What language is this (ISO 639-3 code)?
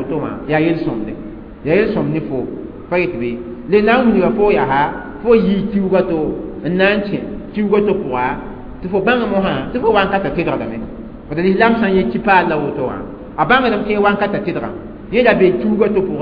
mos